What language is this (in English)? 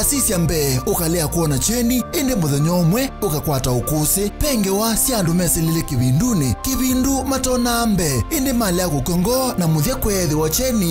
Kamba